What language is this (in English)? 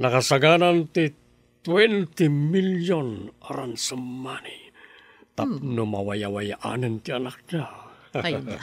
Iloko